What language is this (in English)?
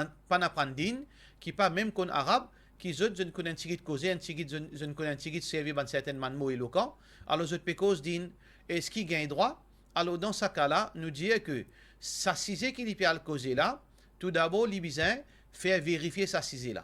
Morisyen